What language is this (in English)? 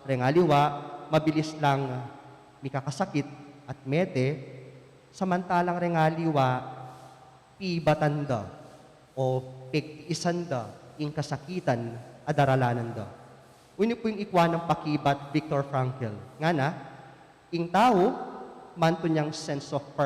Pampanga